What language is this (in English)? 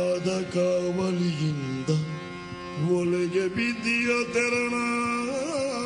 Kannada